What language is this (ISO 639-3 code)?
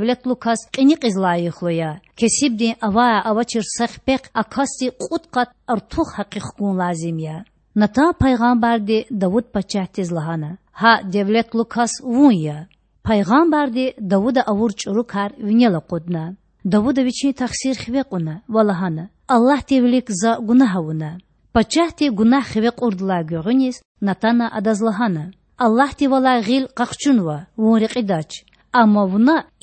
lez